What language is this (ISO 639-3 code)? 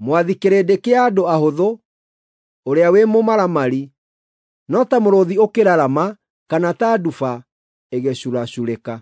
kik